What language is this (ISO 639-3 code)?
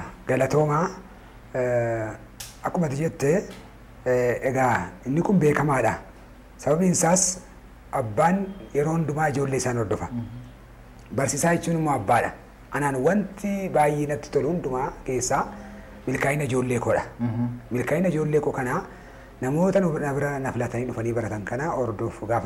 orm